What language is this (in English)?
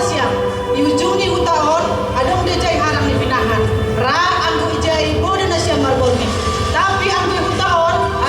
Batak Simalungun